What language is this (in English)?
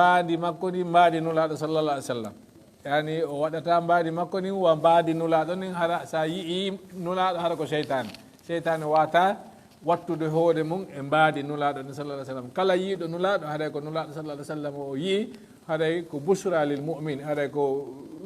Fula